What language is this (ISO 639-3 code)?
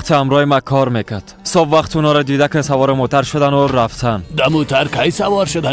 fas